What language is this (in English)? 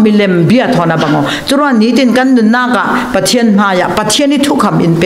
Falam Chin